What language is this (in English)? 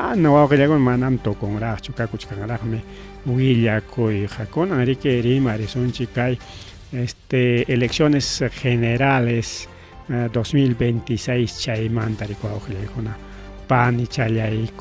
Ayacucho Quechua